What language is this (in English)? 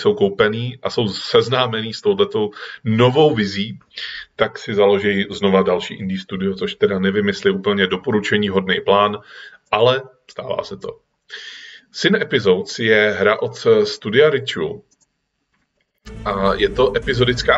Czech